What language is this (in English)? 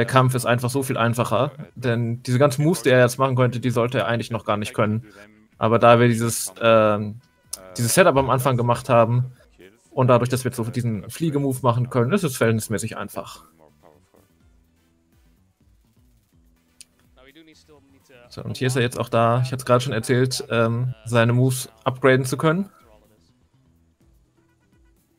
German